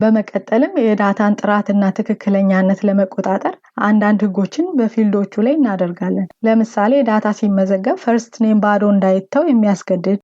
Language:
Amharic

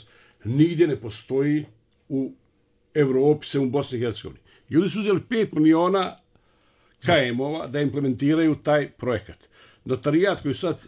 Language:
Bosnian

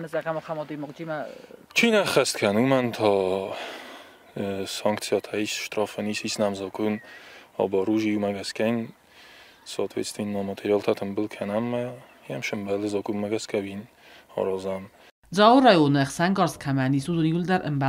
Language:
Ossetic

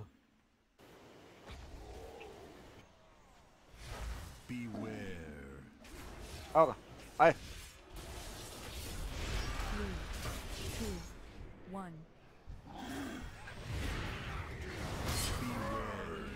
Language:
Croatian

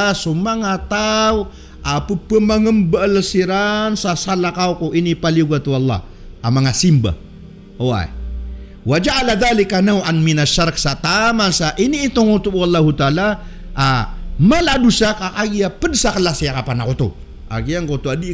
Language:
Maranao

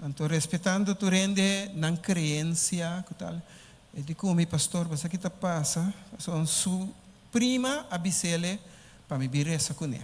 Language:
Papiamento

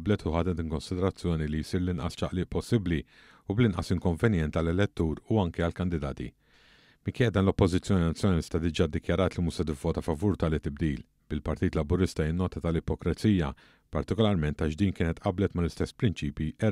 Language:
Maltese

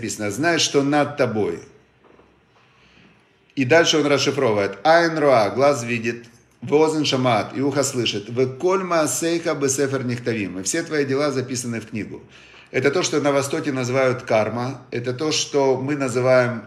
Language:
Russian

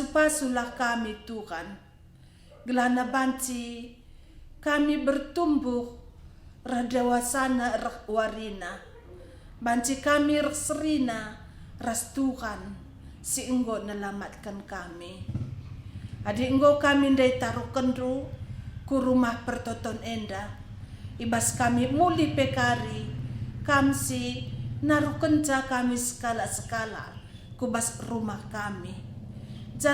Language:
Batak Karo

